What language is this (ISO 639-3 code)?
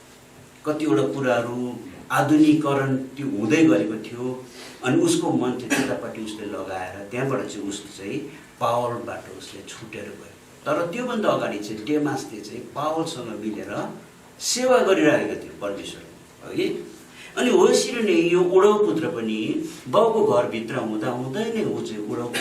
nep